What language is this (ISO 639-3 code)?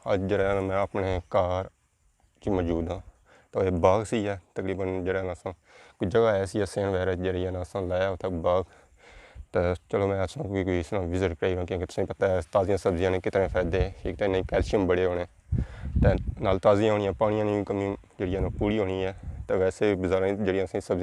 phr